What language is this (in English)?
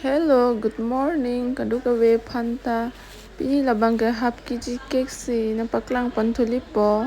Karbi